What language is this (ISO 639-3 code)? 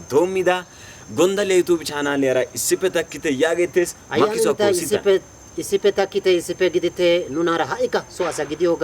wal